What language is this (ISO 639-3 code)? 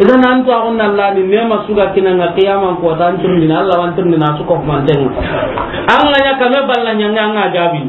snk